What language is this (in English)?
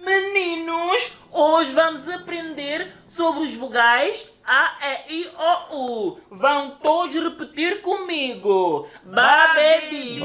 Kabuverdianu